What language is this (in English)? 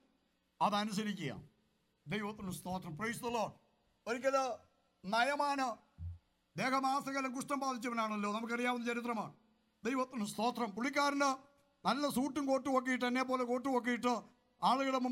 Malayalam